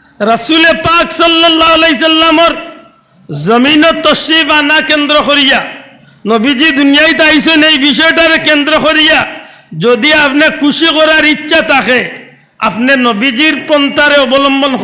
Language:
Sylheti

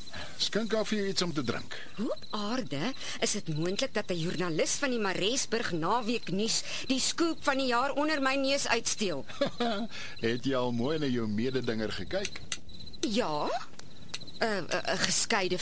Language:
Afrikaans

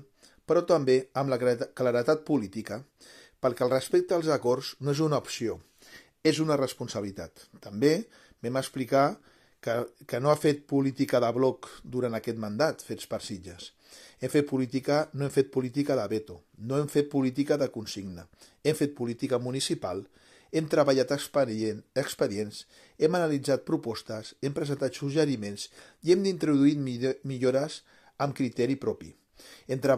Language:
Catalan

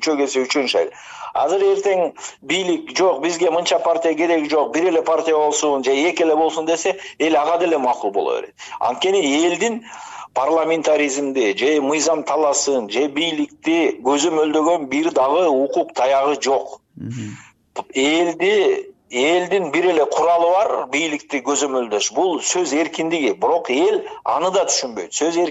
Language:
Kyrgyz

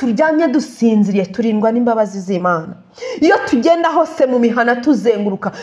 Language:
Kinyarwanda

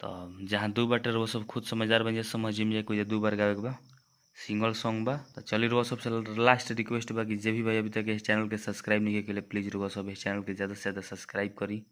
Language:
Bhojpuri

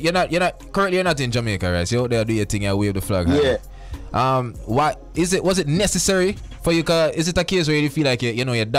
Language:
Jamaican Creole English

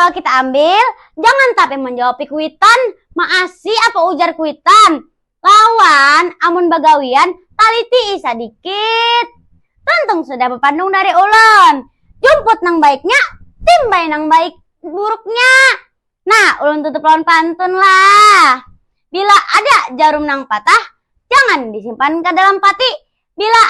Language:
Banjar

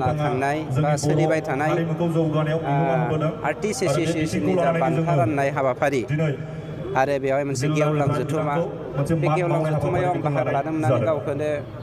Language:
Bodo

